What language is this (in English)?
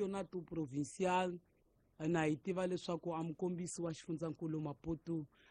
Tsonga